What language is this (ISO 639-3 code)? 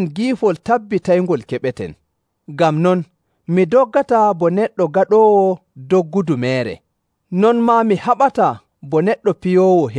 fuv